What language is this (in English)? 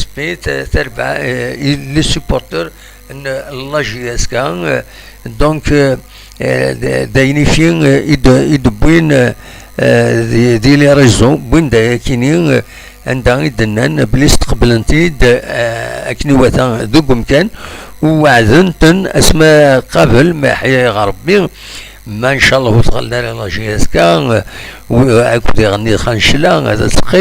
Kabyle